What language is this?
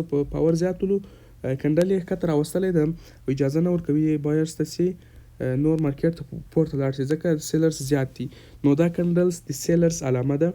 Pashto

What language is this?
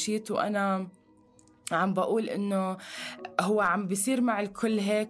North Levantine Arabic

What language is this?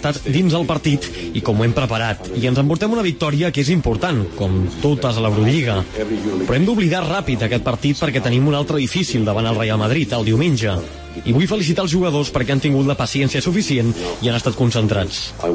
Catalan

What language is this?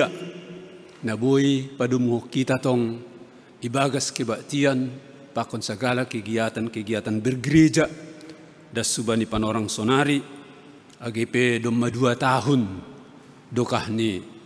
Batak Simalungun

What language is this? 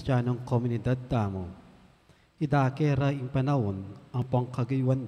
Pampanga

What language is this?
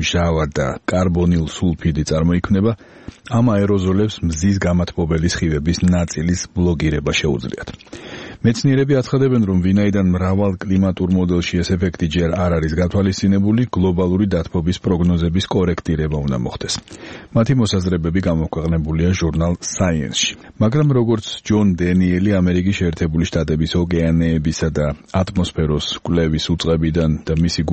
Georgian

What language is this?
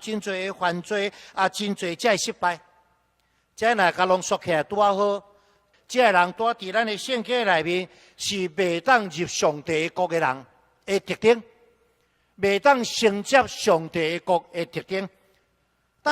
Min Nan Chinese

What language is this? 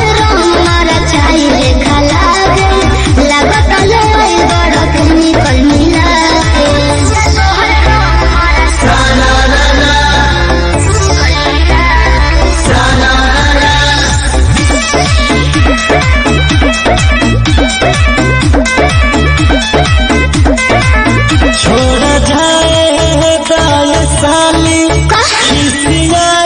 Bhojpuri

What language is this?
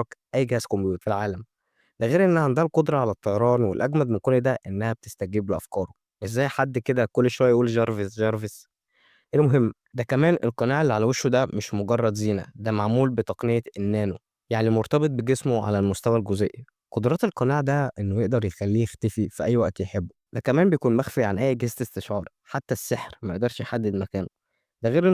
Egyptian Arabic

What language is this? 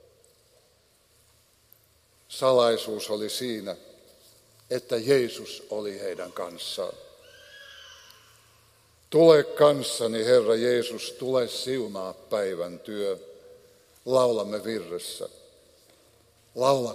Finnish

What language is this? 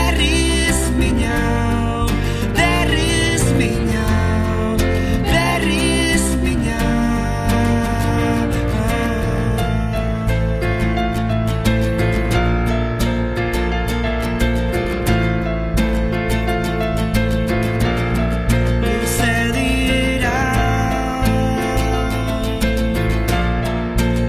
Basque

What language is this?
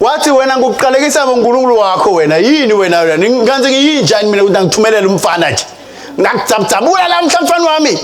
Swati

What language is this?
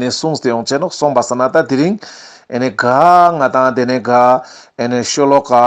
Ladakhi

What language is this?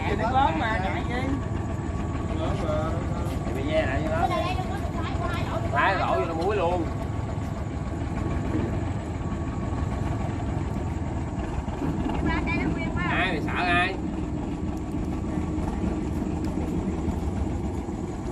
Vietnamese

